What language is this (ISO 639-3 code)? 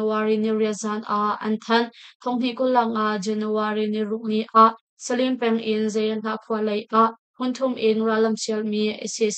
cnh